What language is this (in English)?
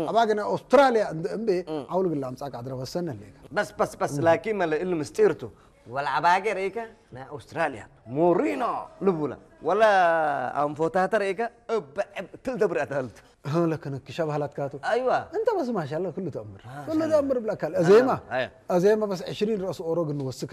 Tigrinya